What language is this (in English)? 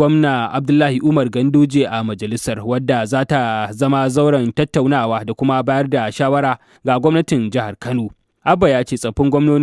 Hausa